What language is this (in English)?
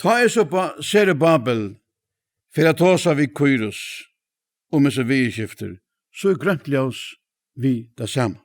Faroese